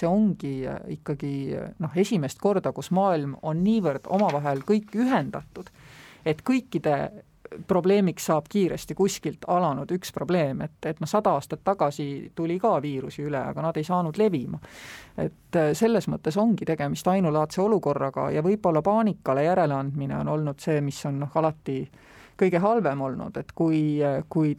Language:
Estonian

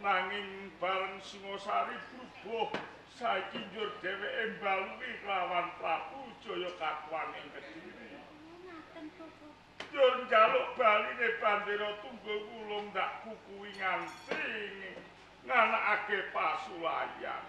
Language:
Javanese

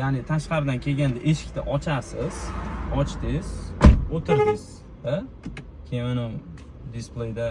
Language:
Uzbek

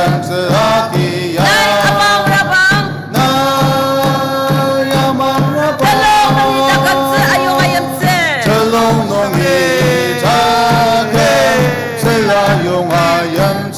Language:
Ao Naga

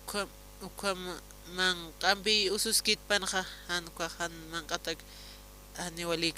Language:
Aymara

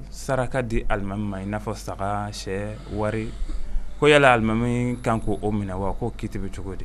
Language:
Bambara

